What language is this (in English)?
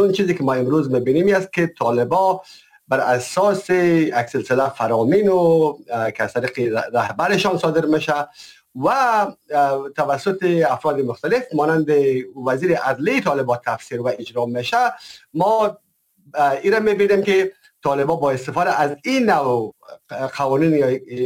Persian